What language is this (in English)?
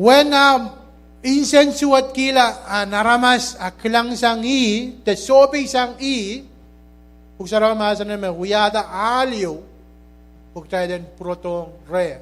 Pohnpeian